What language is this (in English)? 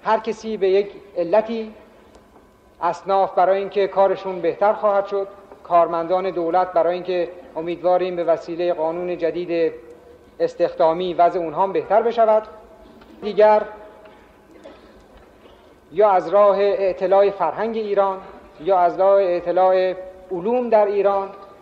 Persian